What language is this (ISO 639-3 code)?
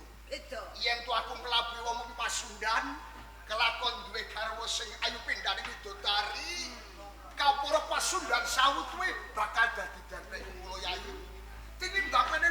jav